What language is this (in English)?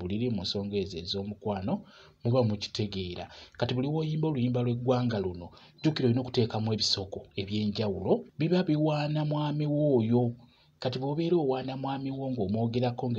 Ganda